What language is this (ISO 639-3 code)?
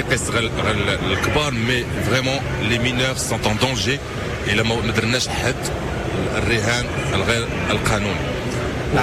ary